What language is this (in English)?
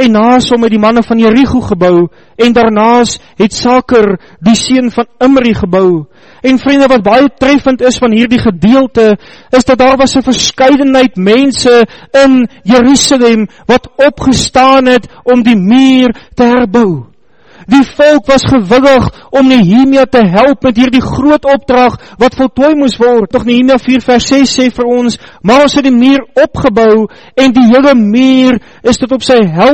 Afrikaans